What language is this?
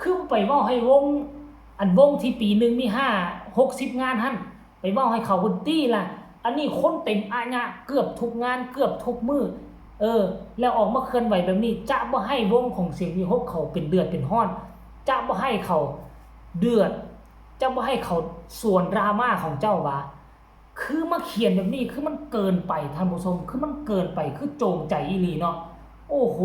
Northeastern Thai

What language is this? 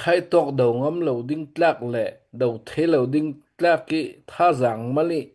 Hakha Chin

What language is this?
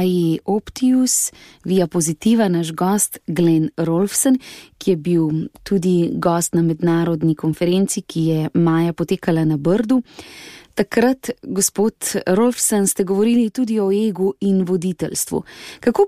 Slovenian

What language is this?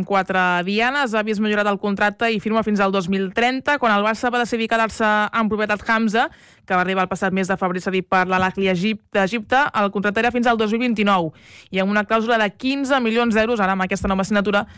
Catalan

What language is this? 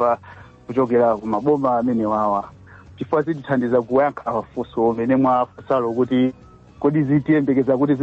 Nyanja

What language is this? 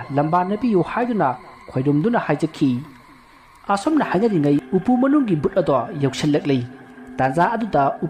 Manipuri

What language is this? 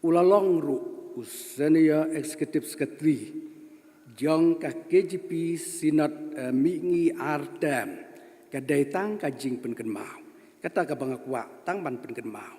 Khasi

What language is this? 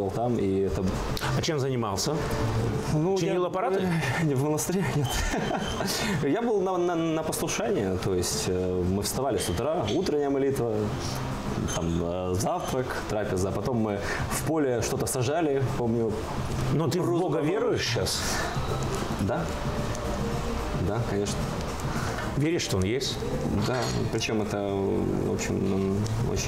Russian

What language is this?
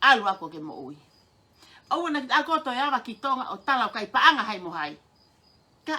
Tongan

